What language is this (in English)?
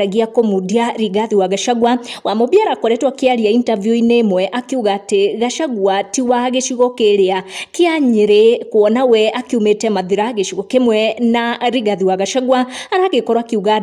Kikuyu